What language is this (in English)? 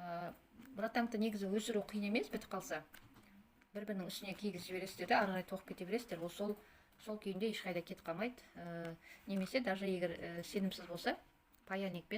Kazakh